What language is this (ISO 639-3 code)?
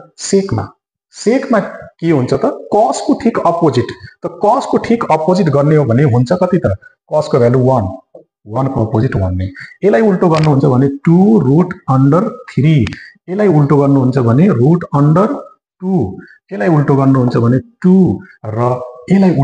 nep